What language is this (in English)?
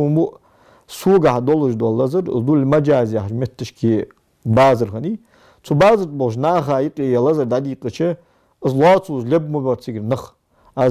Ingush